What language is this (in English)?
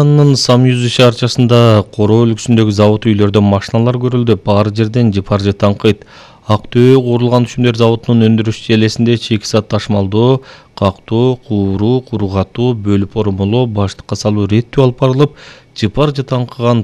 Kyrgyz